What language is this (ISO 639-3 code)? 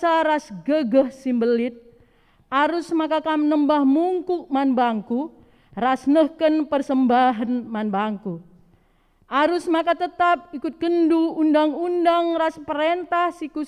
btx